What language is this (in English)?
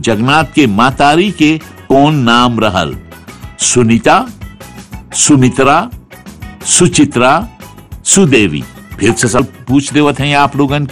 Bhojpuri